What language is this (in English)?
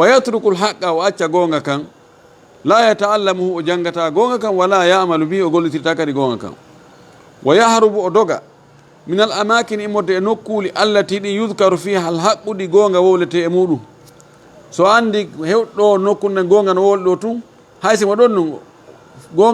Fula